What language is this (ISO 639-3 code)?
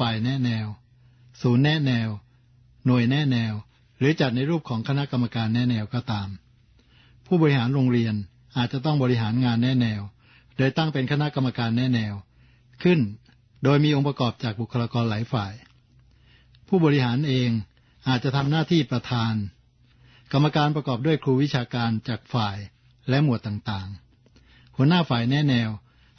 tha